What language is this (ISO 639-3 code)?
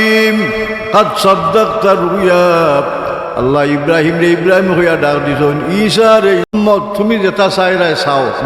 syl